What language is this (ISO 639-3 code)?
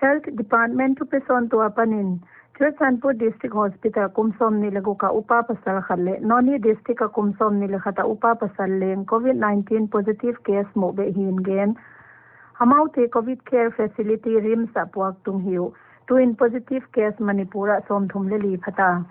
pck